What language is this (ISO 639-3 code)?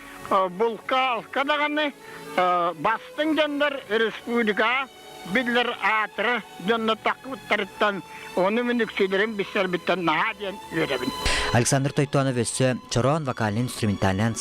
sah